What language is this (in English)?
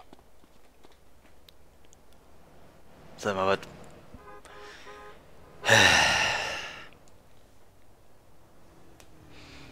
German